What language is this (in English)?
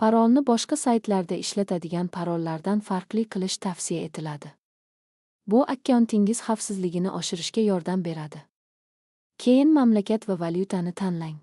Uzbek